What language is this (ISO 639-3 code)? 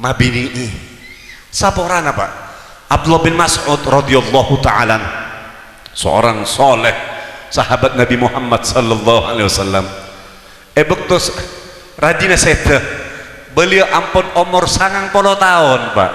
mad